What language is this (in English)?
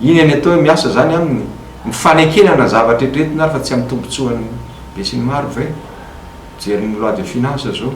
Malagasy